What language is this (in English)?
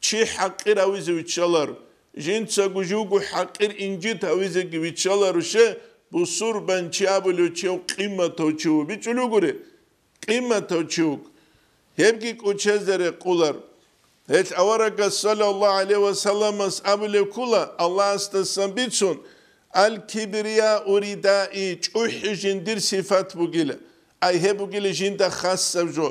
Avaric